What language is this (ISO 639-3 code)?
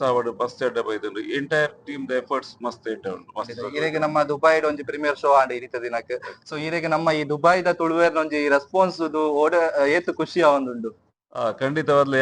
tcy